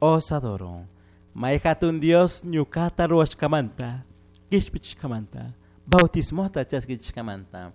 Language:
Chimborazo Highland Quichua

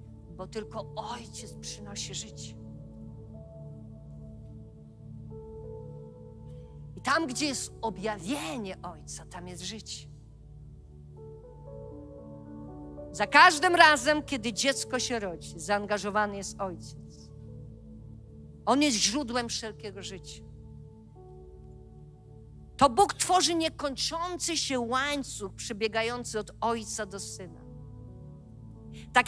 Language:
Polish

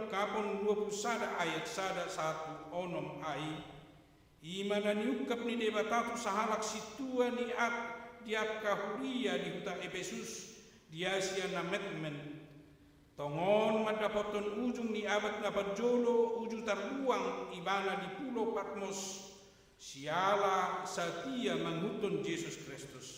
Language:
Batak Toba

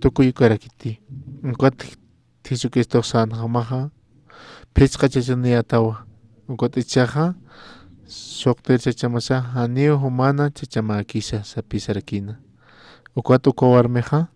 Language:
Aymara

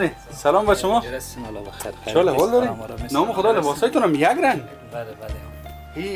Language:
Persian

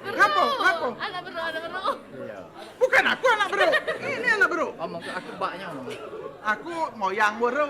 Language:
Musi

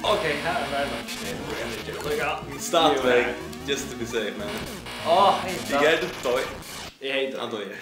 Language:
Faroese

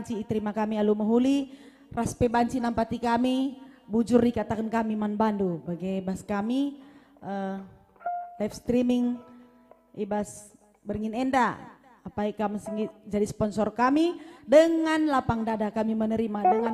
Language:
Batak Karo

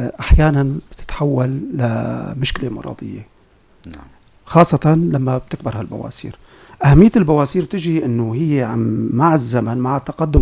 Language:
North Levantine Arabic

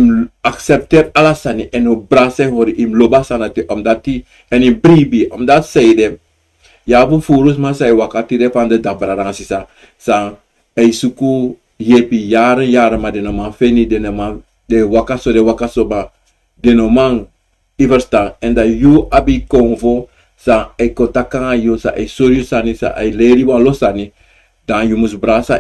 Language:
Sranan Tongo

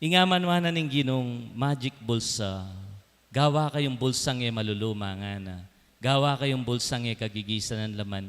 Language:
Pampanga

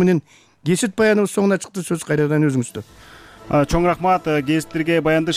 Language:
Kyrgyz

